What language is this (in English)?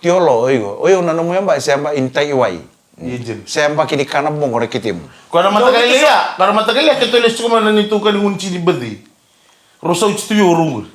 Fijian